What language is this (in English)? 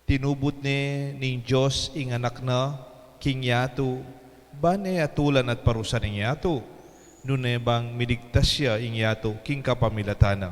Pampanga